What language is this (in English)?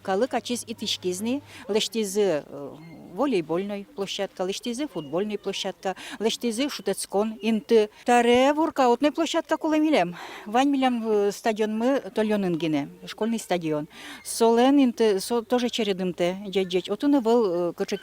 Udmurt